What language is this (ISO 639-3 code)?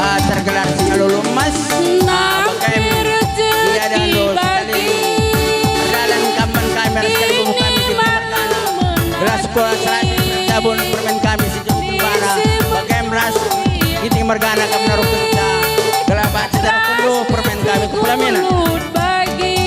btx